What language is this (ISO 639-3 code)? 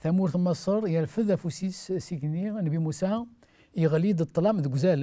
kab